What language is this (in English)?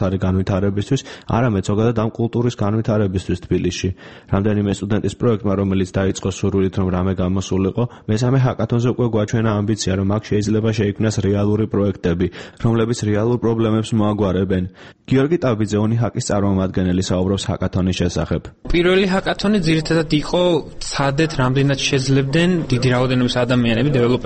Georgian